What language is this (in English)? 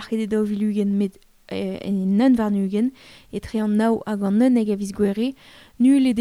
Breton